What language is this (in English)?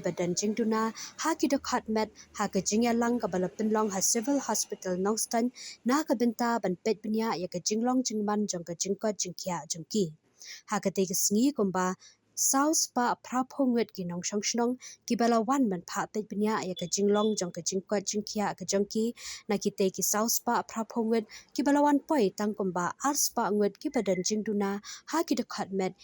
Khasi